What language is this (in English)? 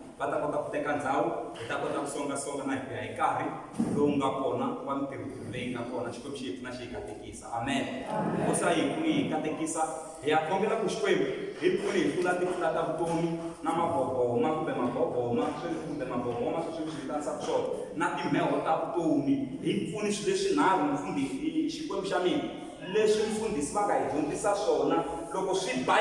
Tsonga